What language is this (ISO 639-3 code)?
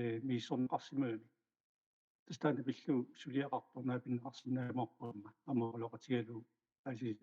kal